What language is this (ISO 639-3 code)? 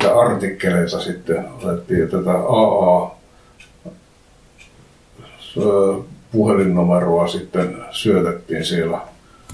fin